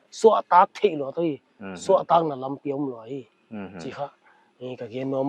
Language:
Paite Chin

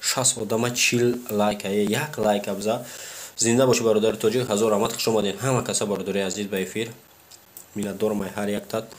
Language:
Tajik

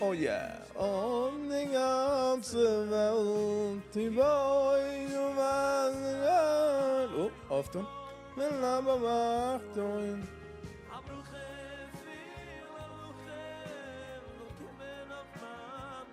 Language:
Yiddish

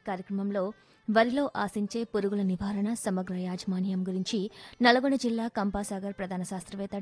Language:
Telugu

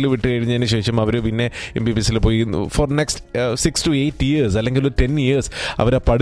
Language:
Malayalam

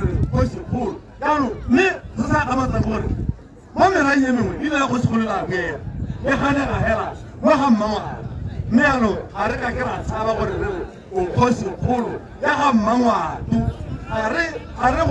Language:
Tswana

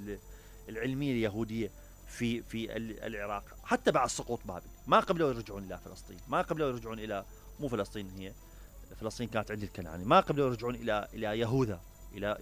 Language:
Mesopotamian Arabic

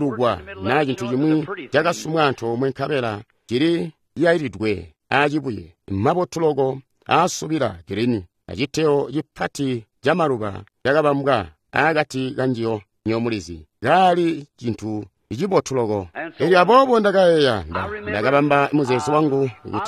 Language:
Tonga (Zambia)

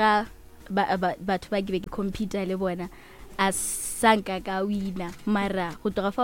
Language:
Northern Sotho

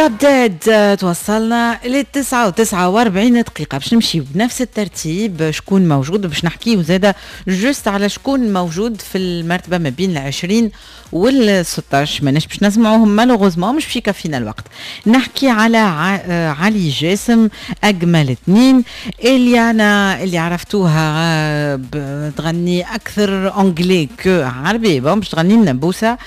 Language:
Tunisian Arabic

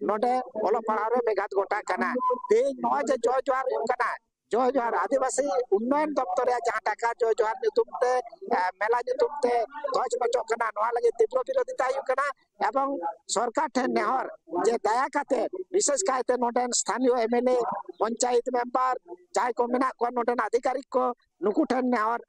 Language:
Santali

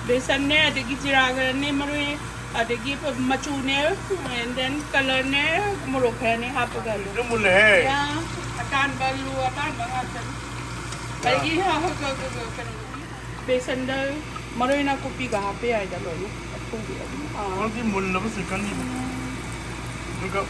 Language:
Manipuri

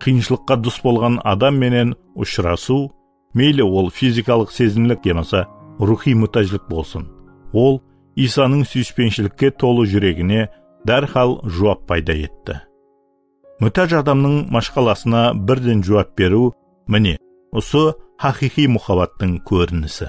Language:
Kara-Kalpak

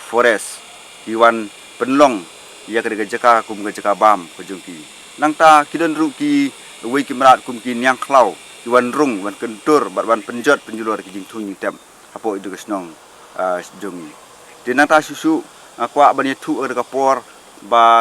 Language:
Khasi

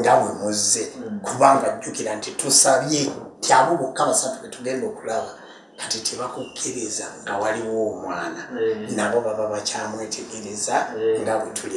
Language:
Ganda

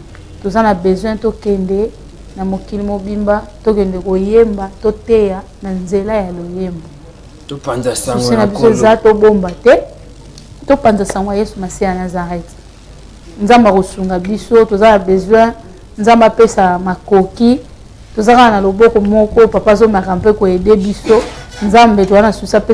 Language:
Lingala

